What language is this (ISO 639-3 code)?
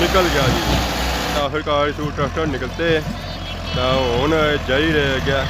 phr